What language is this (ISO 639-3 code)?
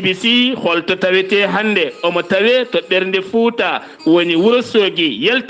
ful